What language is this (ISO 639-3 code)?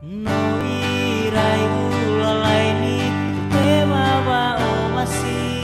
nia